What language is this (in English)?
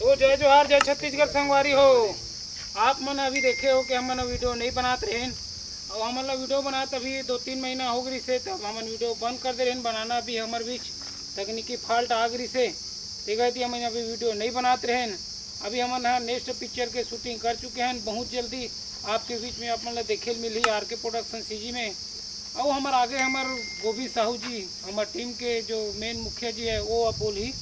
Chhattisgarhi